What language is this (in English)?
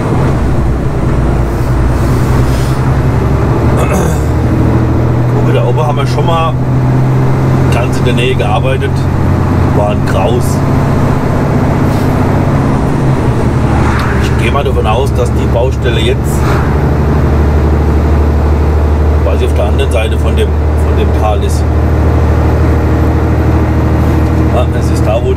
German